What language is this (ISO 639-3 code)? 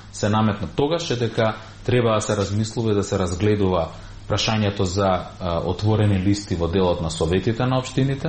mkd